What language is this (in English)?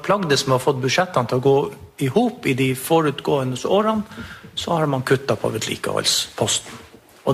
Norwegian